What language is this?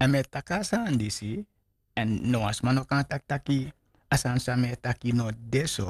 Sranan Tongo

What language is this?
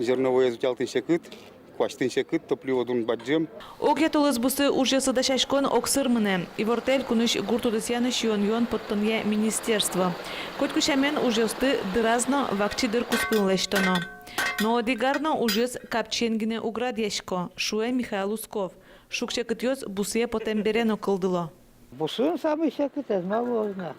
Udmurt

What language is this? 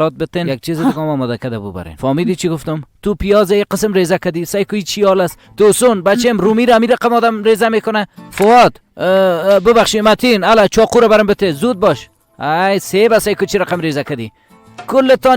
Persian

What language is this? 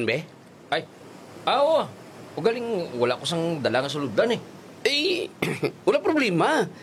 Hiligaynon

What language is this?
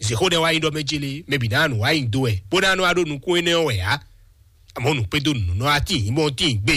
Fon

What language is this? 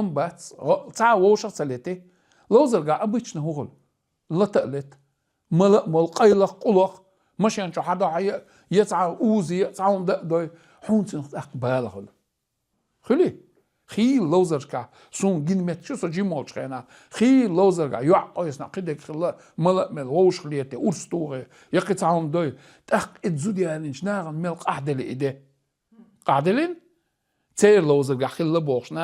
Chechen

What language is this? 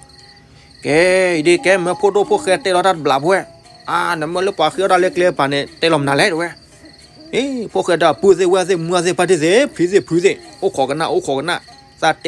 S'gaw Karen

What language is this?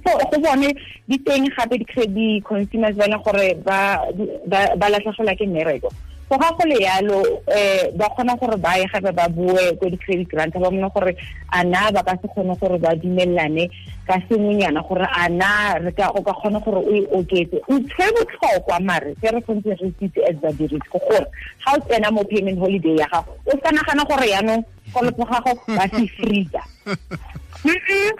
Tswana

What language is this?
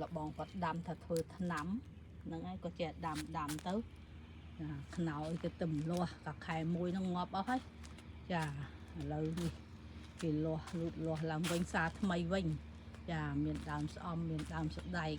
Khmer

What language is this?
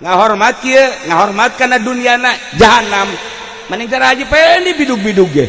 Sundanese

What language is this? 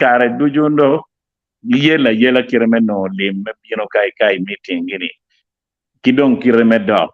Acoli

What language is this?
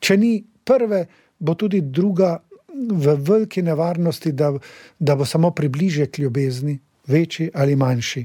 Slovenian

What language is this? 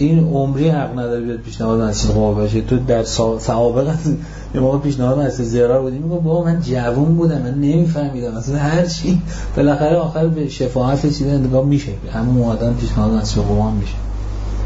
Persian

